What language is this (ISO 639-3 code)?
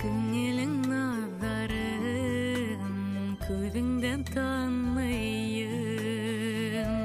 bak